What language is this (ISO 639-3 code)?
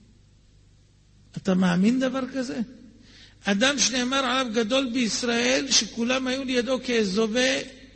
heb